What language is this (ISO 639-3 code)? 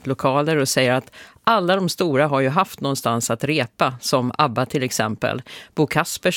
swe